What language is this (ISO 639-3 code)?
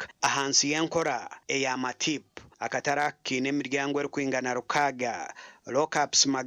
nyn